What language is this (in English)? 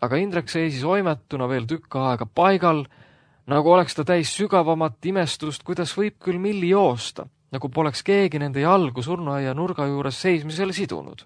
Estonian